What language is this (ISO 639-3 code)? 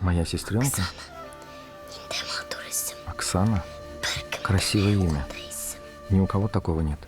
bak